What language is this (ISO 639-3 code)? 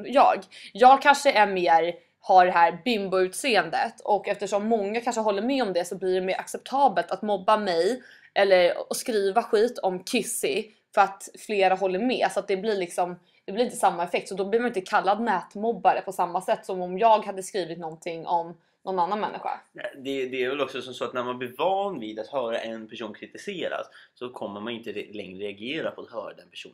swe